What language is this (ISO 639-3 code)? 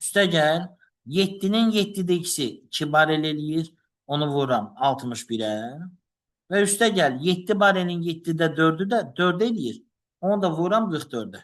aze